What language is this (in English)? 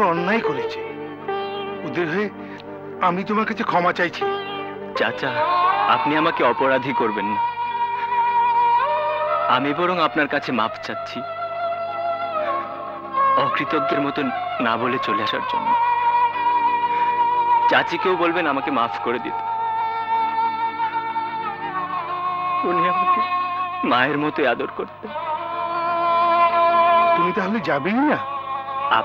Bangla